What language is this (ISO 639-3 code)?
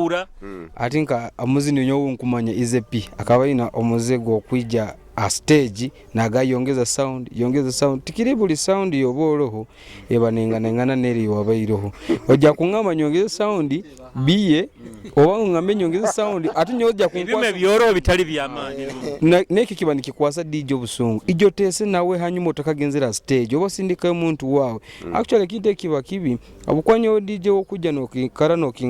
nyo